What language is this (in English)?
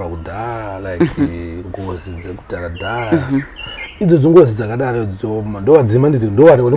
Shona